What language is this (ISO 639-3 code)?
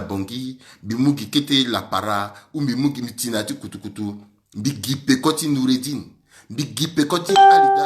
sag